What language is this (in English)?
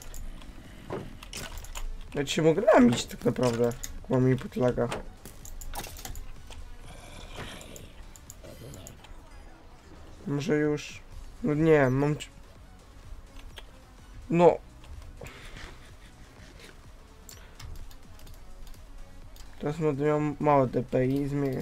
Polish